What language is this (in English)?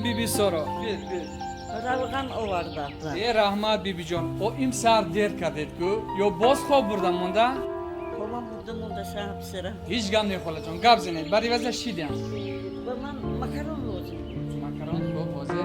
Tajik